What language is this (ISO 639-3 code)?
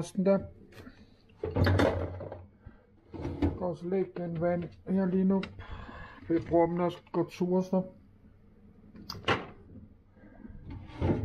dan